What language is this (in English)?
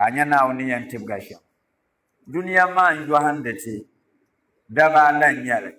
Dagbani